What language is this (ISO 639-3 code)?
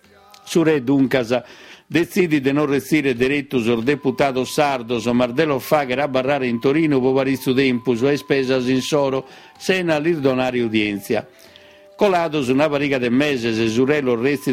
srd